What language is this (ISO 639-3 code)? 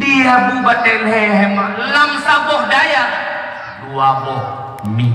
ace